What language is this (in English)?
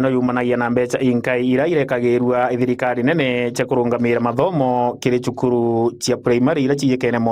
Meru